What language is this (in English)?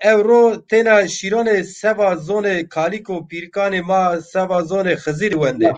Zaza